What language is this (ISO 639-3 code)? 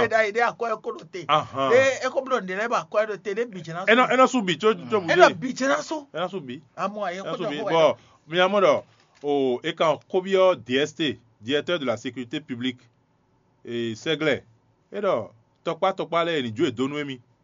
fon